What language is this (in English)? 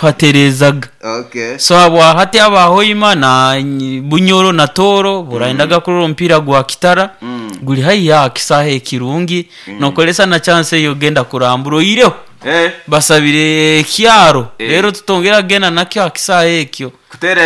Nyoro